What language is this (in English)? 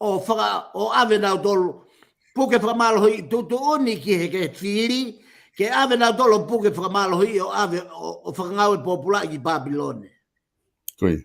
Tongan